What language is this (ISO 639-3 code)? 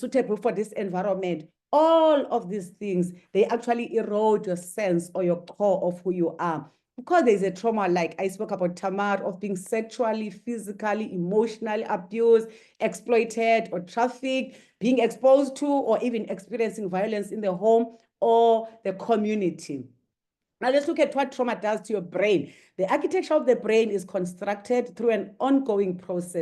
eng